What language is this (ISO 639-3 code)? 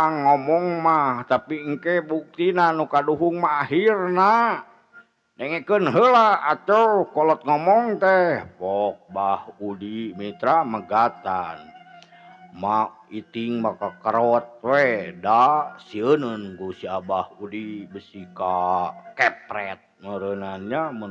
sun